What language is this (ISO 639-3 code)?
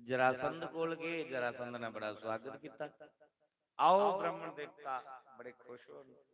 doi